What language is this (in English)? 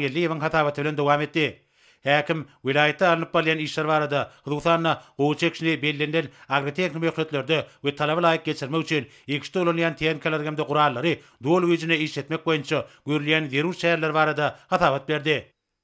Turkmen